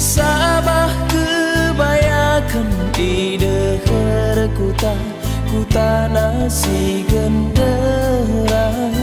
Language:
Batak Karo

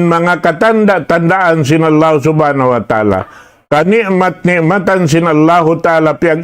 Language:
Tausug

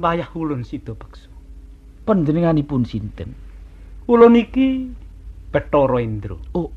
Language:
Javanese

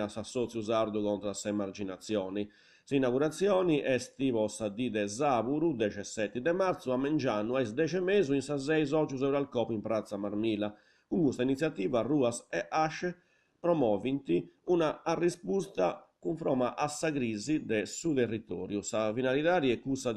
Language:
Sardinian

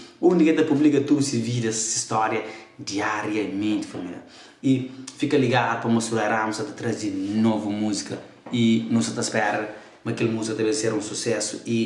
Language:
Kabuverdianu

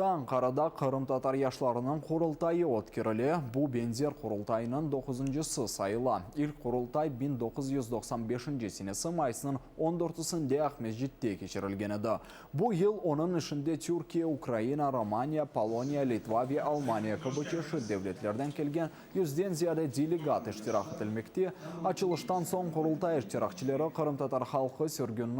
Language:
Crimean Tatar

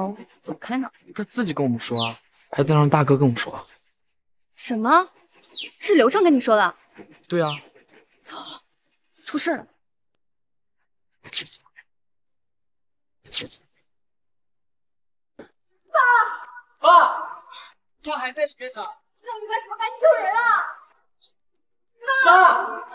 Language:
Chinese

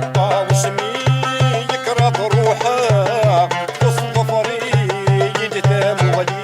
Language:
Kabyle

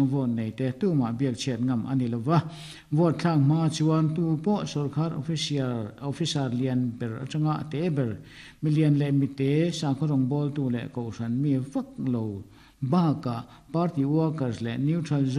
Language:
Mizo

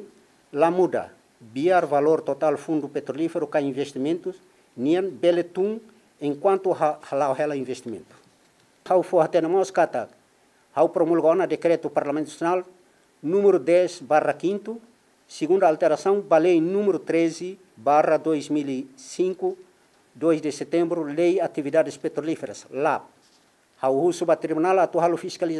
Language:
Tetum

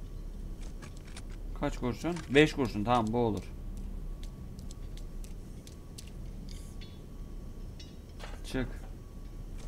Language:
Turkish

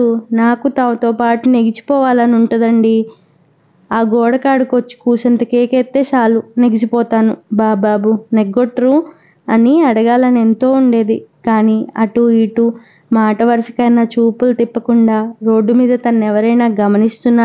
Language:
Telugu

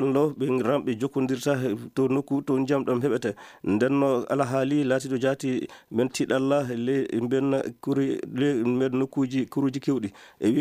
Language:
Maasina Fulfulde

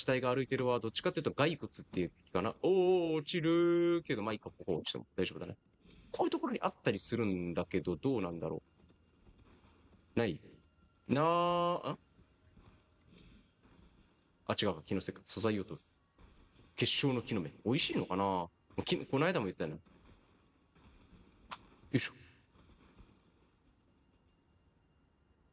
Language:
Japanese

